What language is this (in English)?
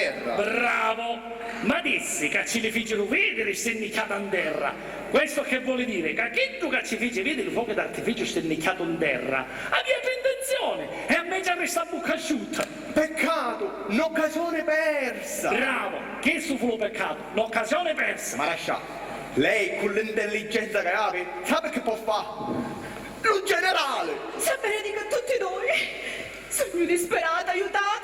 Sicilian